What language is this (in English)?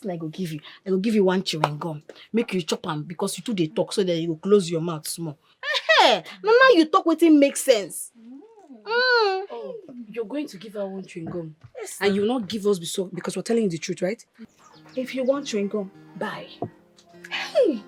Nigerian Pidgin